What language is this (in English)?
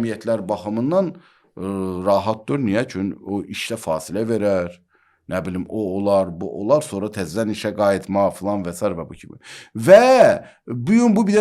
Azerbaijani